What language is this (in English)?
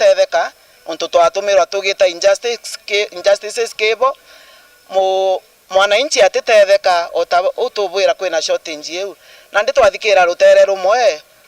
Meru